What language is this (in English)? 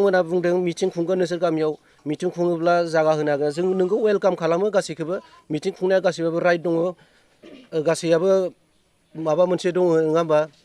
Bodo